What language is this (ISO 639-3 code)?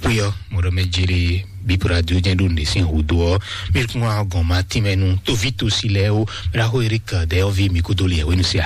fon